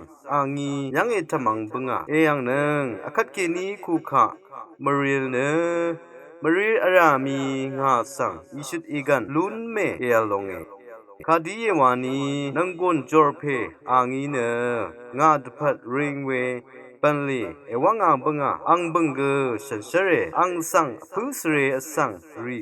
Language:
Rawang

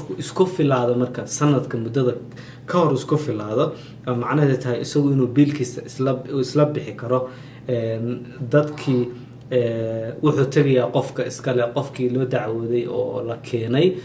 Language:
Somali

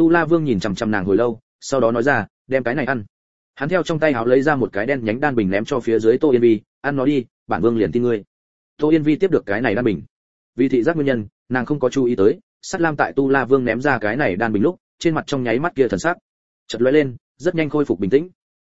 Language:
Vietnamese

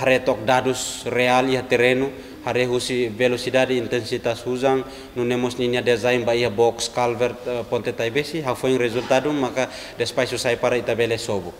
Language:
Tetum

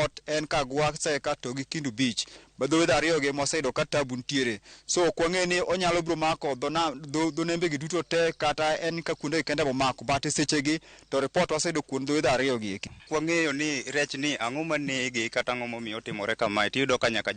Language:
Luo (Kenya and Tanzania)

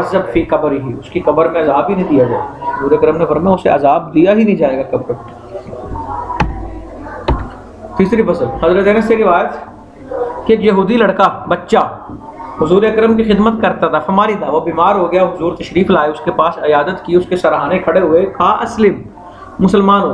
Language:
Urdu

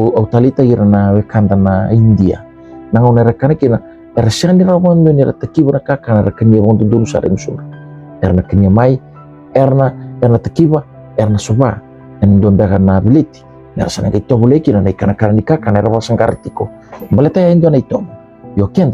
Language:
Fijian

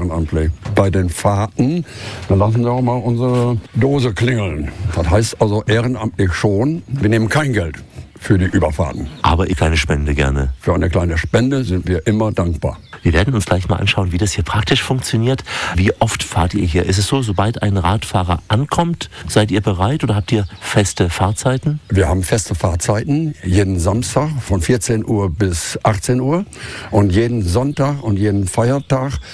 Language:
German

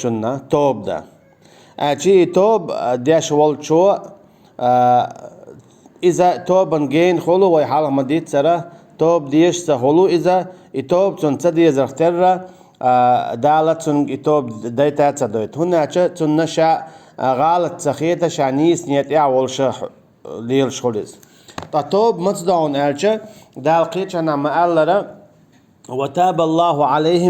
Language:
Chechen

